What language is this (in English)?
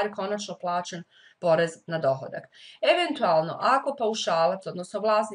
Croatian